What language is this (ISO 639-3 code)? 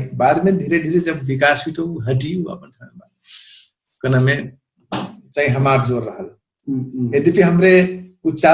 thl